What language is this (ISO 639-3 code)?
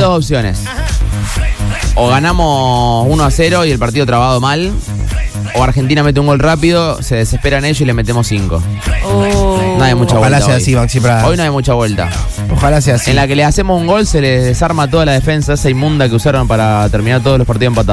spa